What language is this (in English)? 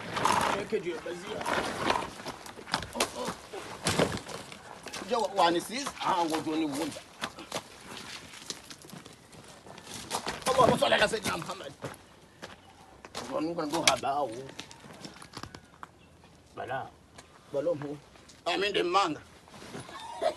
Swahili